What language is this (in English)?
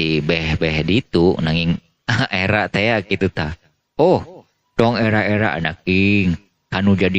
Sundanese